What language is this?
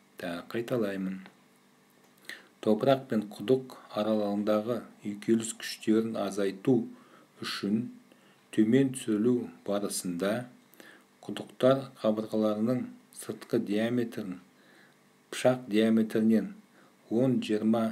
Kazakh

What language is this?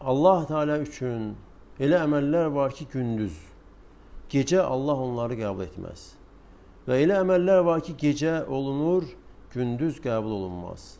Azerbaijani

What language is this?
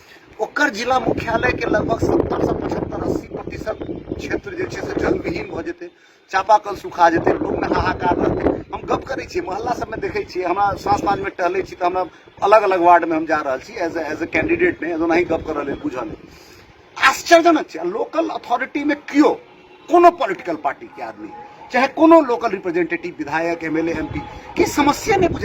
Maithili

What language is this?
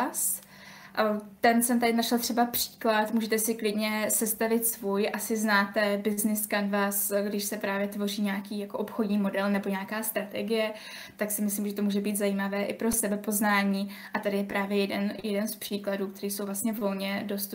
Czech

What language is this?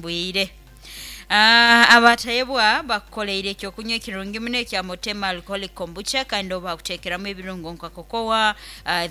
Nyoro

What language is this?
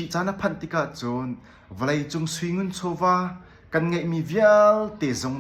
Hakha Chin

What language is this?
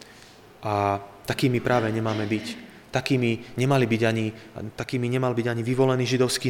Slovak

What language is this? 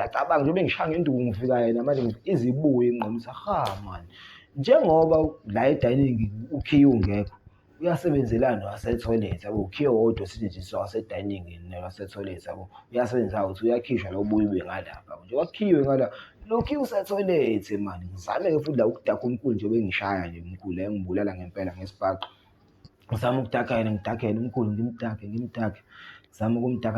Zulu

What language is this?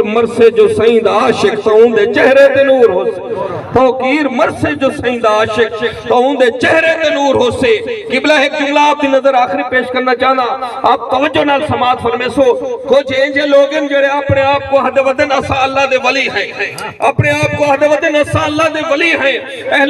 Saraiki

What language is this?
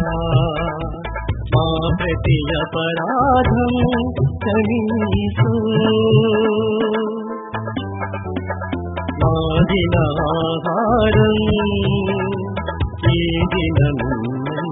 Telugu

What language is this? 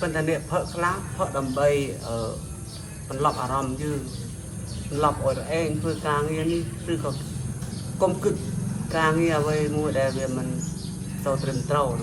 Khmer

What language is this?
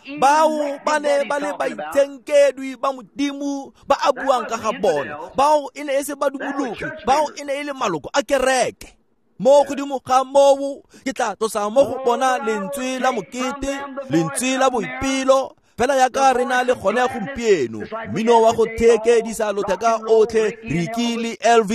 Tswana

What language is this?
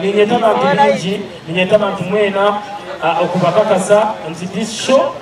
Nyankole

